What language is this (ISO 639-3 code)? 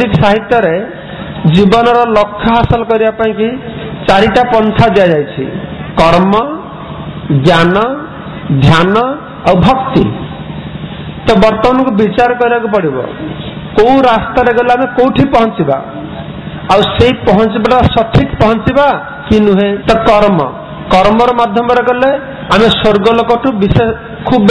ori